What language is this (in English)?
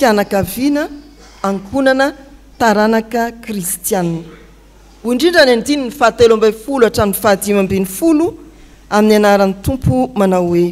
Malagasy